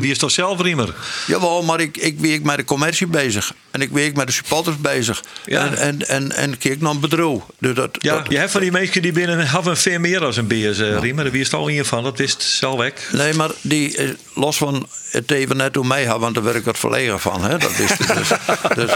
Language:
Western Frisian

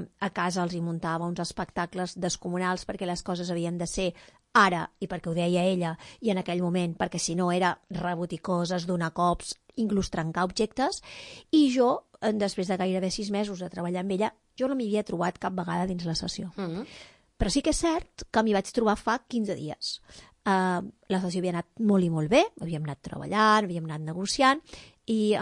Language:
Catalan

